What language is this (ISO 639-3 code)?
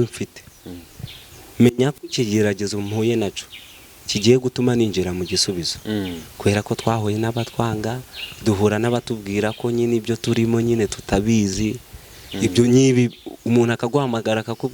kin